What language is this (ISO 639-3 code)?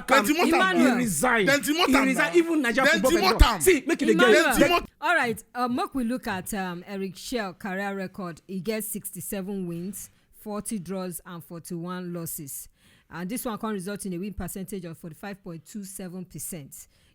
pcm